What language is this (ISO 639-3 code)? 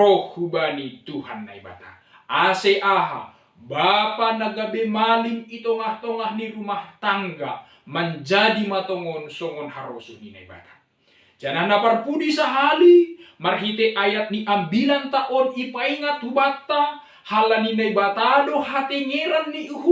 bts